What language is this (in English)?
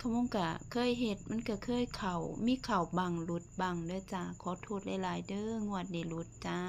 Northeastern Thai